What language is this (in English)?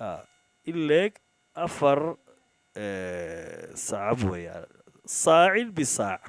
Somali